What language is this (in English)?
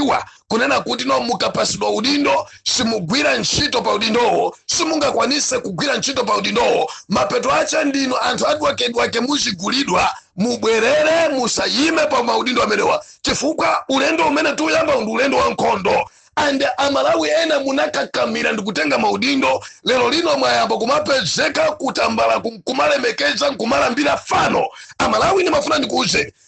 Nyanja